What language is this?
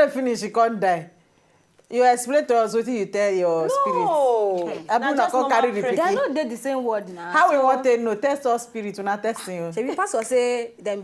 Nigerian Pidgin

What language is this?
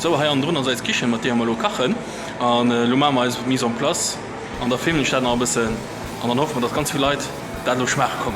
Luxembourgish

